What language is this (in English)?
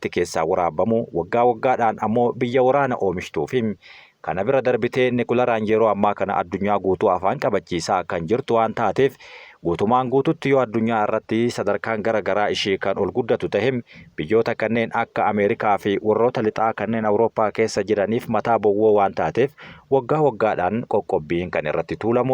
Oromo